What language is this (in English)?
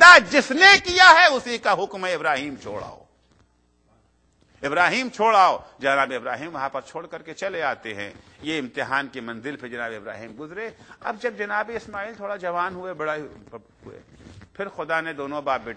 Urdu